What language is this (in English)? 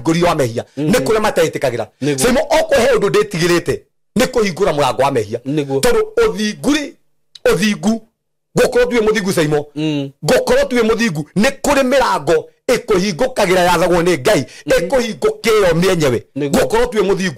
Kikuyu